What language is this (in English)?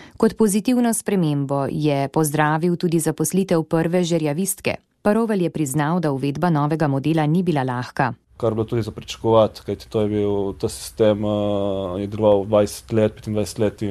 Slovenian